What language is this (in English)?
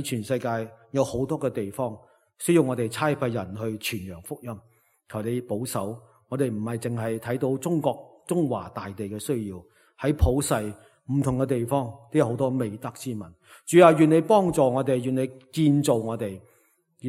Cantonese